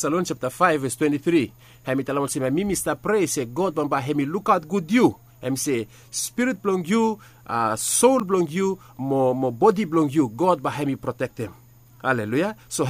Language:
Bislama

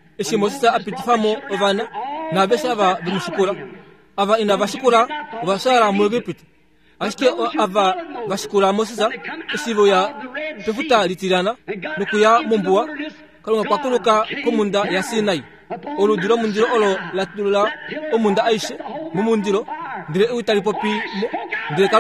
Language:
Kuanyama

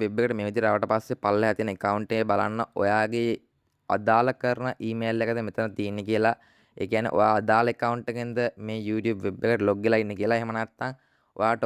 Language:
Sinhala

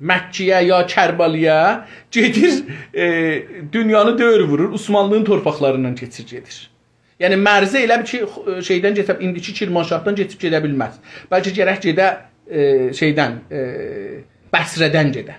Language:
South Azerbaijani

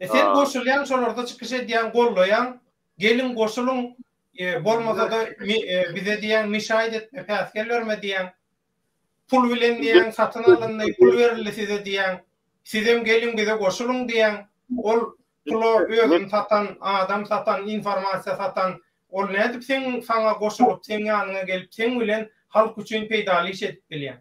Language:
Turkmen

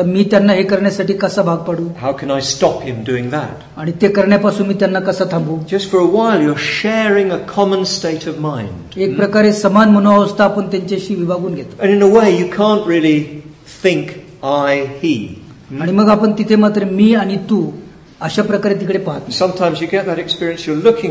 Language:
Marathi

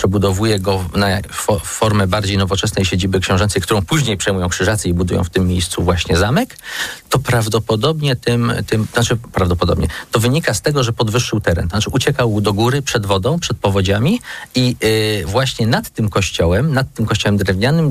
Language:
Polish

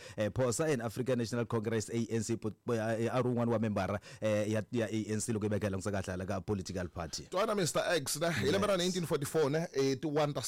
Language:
Tsonga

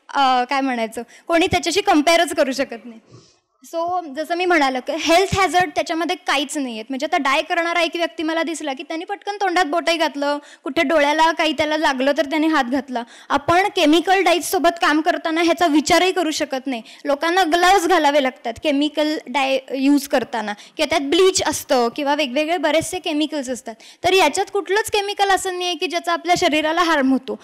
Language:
Marathi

